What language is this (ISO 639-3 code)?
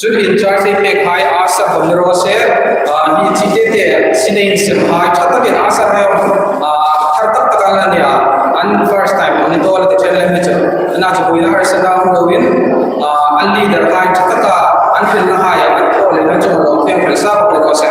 hmr